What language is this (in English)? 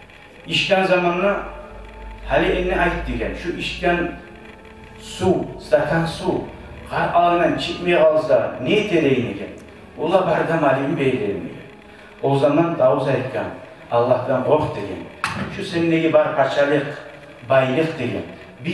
Kumyk